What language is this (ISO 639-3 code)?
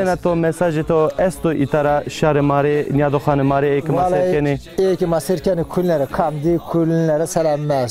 zza